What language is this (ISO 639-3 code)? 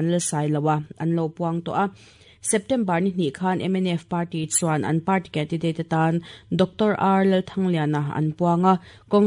lus